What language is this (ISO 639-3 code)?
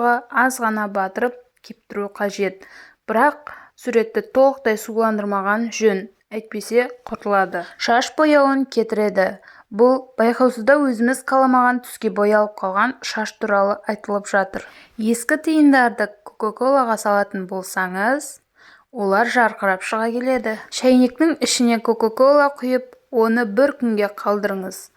kaz